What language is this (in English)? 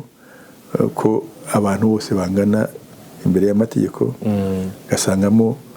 Kinyarwanda